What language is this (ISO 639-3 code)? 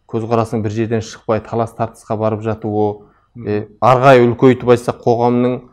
kaz